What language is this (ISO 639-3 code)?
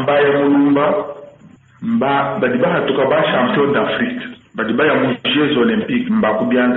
lua